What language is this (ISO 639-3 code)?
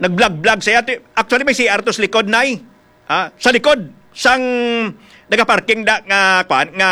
hil